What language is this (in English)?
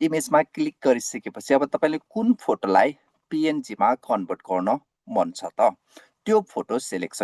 Nepali